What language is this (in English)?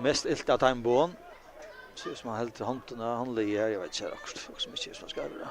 Faroese